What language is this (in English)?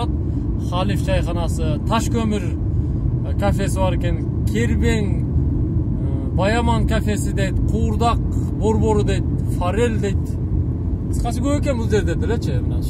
Kyrgyz